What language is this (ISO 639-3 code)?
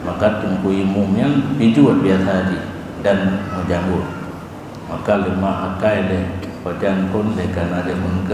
ace